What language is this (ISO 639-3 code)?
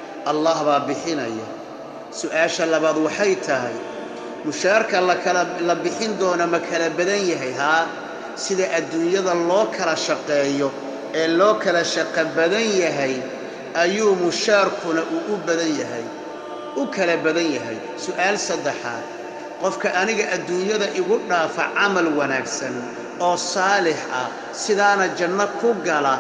som